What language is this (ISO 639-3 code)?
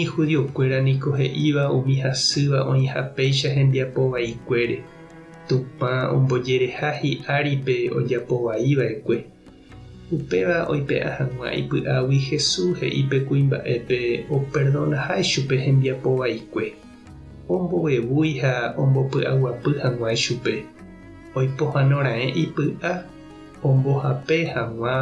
grn